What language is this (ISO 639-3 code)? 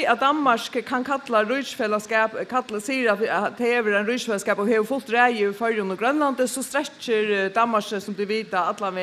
fao